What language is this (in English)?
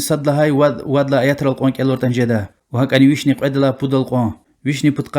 Lezghian